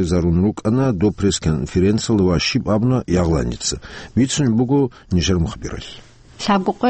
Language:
Avaric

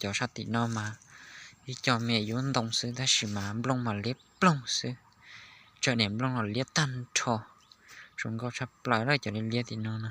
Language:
Hmong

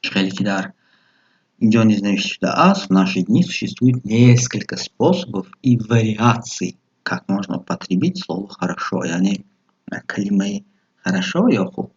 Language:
Tajik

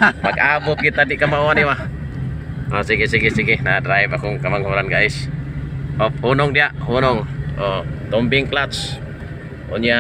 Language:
Cebuano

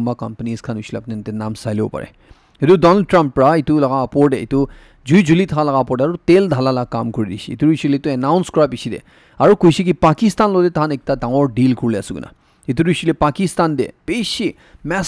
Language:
Naga Pidgin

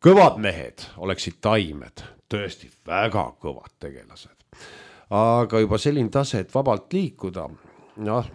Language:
Estonian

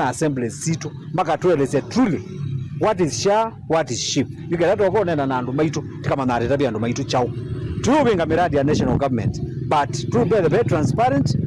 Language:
Kamba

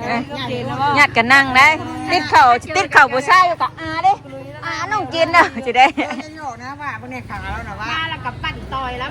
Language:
Northeastern Thai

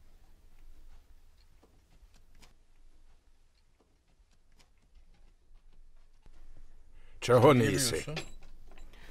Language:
Ukrainian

